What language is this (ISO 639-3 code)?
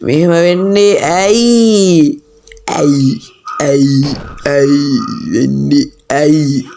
sin